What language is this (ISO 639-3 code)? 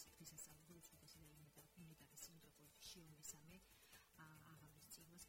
kat